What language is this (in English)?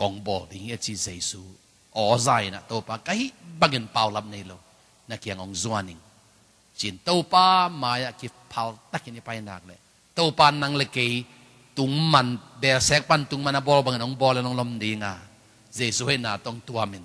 Tedim Chin